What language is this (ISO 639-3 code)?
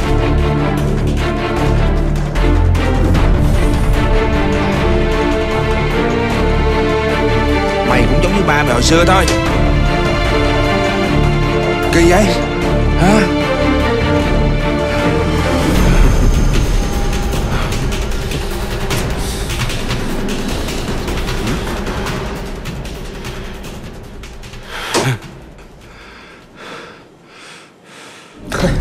vie